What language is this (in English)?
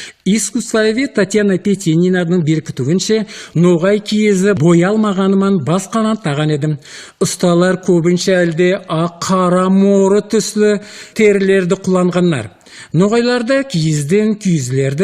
Nogai